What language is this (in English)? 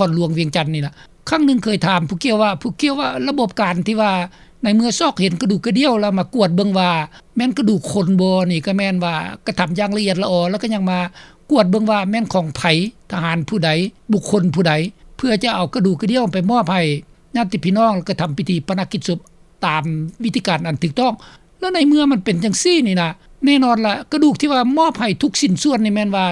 Lao